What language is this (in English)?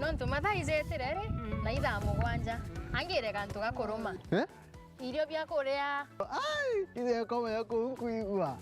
Meru